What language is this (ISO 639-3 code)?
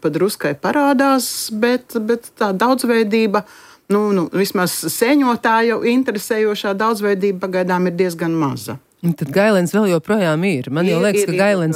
lav